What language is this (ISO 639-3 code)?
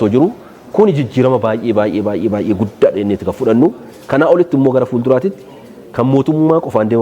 orm